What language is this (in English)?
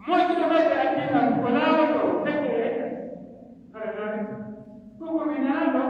Pular